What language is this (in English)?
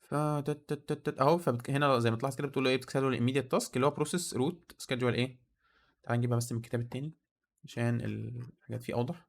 Egyptian Arabic